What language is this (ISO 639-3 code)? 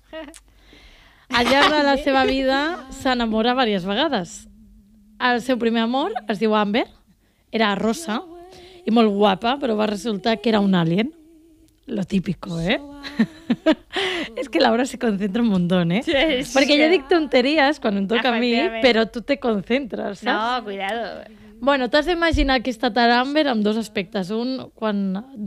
cat